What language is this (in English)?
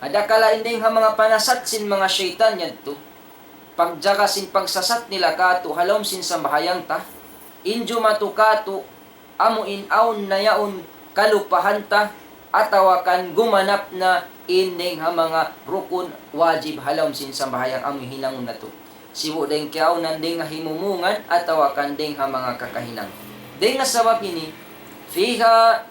Tausug